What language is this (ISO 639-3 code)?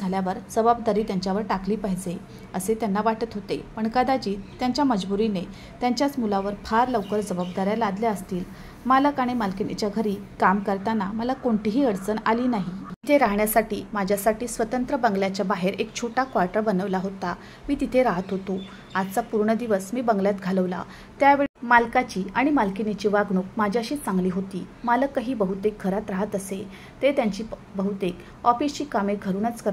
mar